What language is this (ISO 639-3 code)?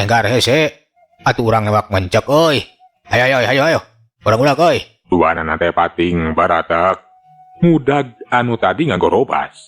sun